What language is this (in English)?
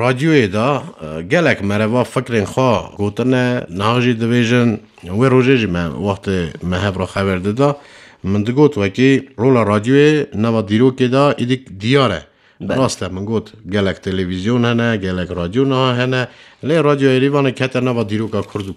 Kurdish